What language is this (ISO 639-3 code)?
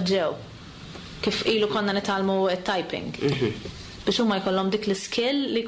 mlt